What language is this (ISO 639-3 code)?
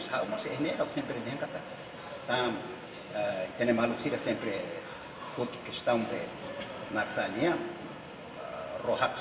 tet